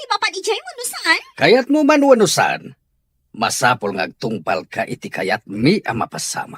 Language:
Iloko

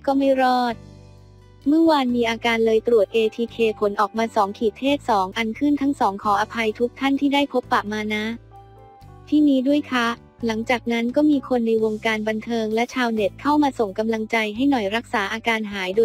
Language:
Thai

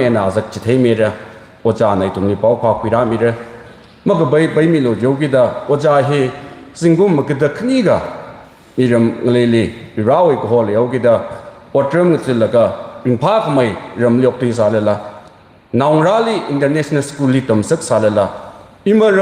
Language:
Tangkhul Naga (India)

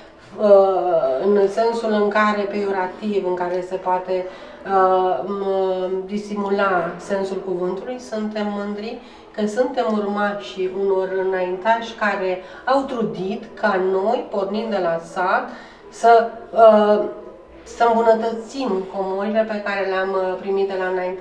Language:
Romanian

